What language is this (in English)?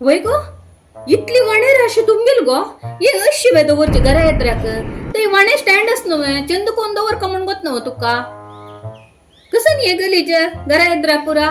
Konkani